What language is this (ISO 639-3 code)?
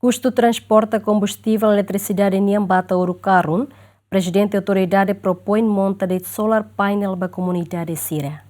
tet